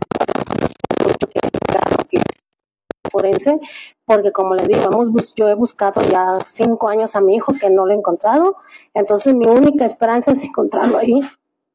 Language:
Spanish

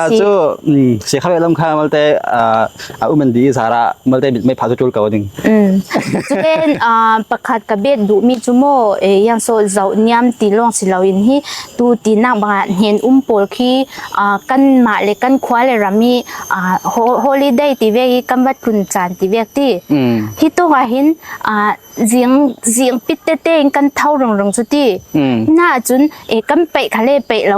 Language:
Falam Chin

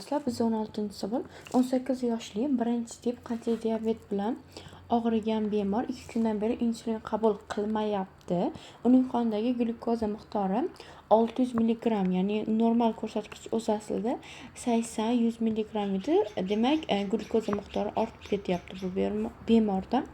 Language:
Uzbek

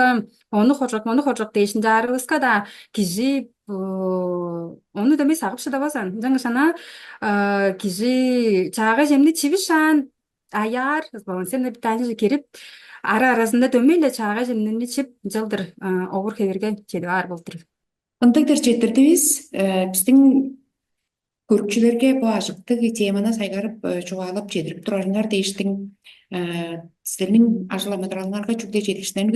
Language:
Tuvinian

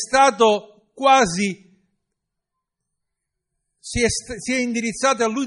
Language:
Italian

